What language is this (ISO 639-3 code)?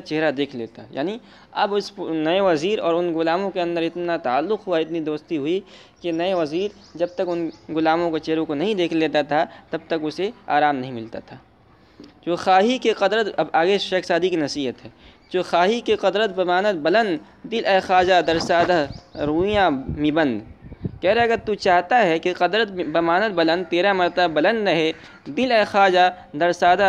urd